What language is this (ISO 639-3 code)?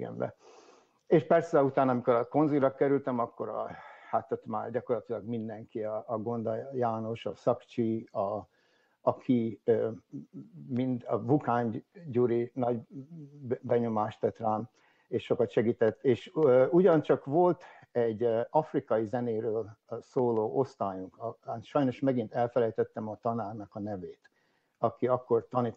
hun